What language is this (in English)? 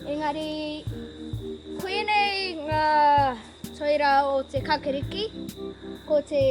Māori